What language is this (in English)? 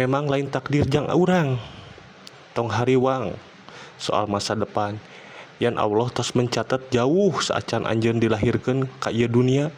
Sundanese